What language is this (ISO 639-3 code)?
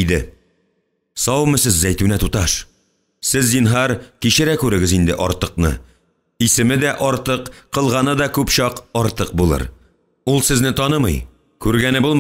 tat